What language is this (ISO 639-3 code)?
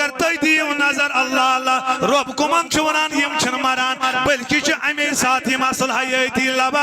kas